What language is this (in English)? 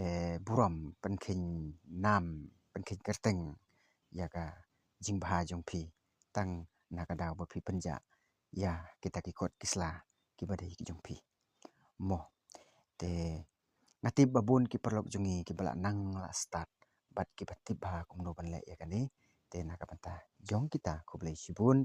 Khasi